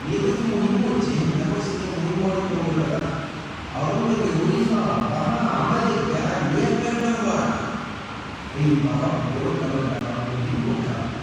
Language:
Divehi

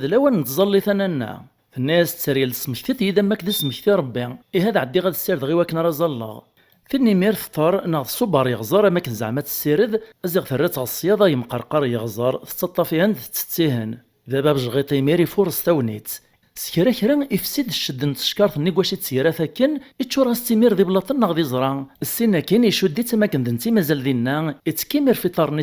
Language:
Kabyle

